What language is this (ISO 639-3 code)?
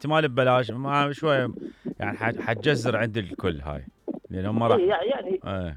acm